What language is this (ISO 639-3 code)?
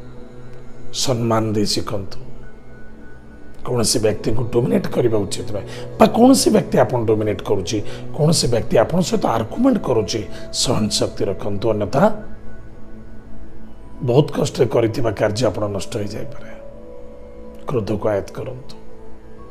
ori